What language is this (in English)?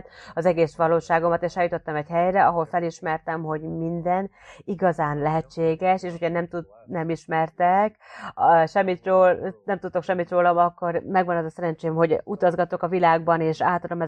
Hungarian